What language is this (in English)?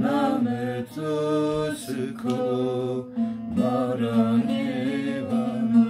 Zaza